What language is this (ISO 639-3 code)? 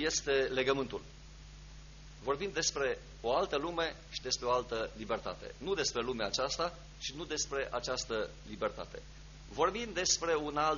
ron